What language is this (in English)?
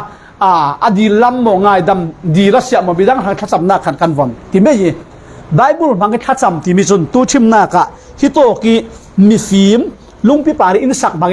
Falam Chin